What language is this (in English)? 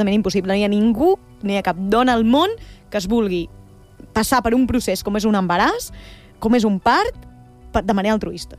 Catalan